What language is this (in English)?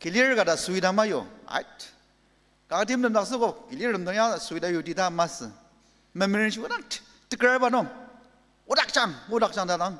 Ao Naga